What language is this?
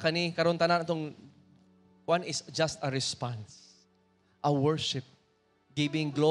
Cebuano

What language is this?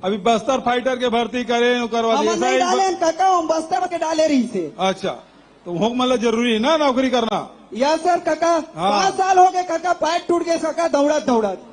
Chhattisgarhi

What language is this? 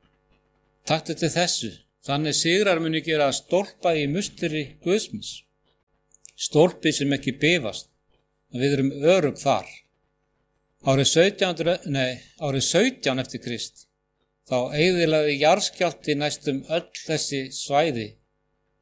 Icelandic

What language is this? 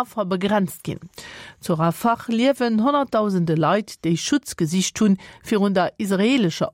Luxembourgish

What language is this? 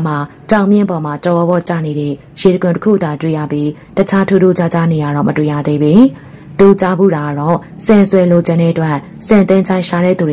Burmese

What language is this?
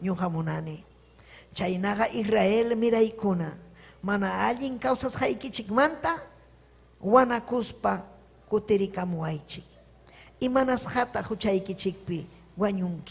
Ayacucho Quechua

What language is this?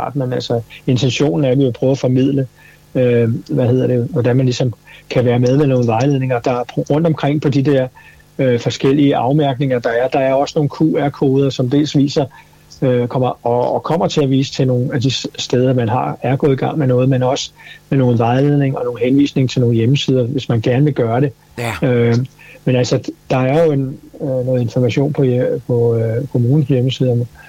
Danish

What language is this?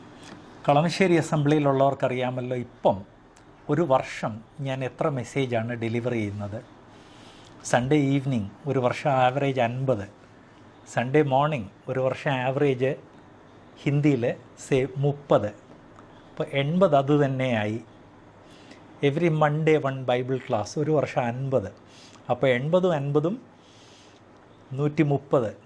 Malayalam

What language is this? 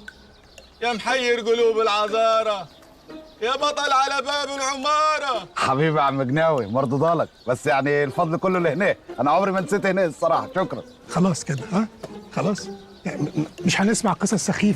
Egyptian Arabic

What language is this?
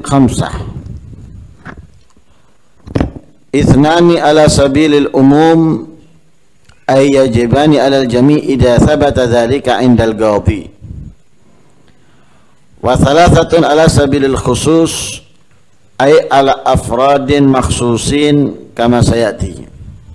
Indonesian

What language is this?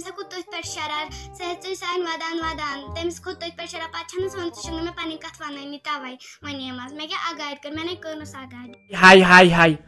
Kashmiri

